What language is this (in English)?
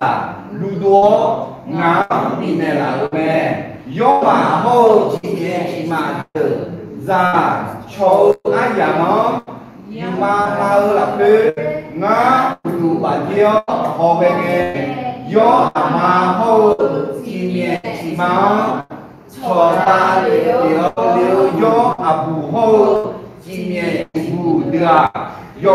Akha